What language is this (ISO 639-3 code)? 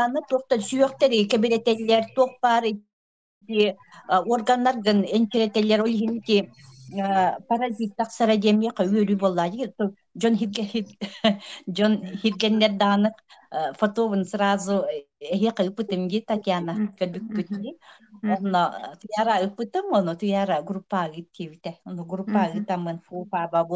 sah